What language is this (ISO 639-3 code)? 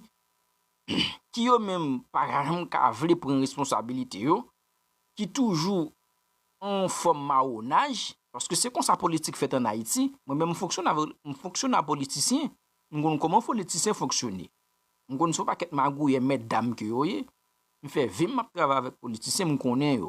hat